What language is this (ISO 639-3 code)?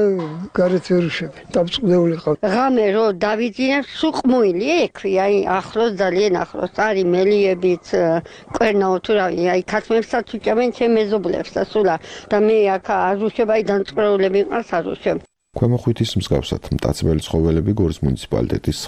kat